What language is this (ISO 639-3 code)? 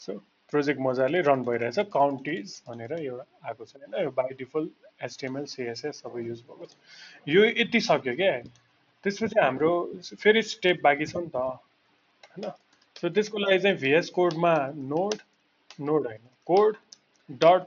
nep